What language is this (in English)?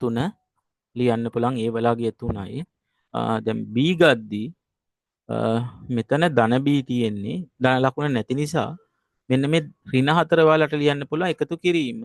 Sinhala